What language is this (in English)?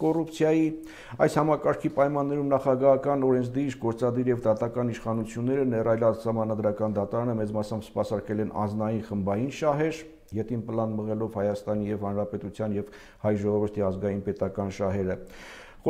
Armenian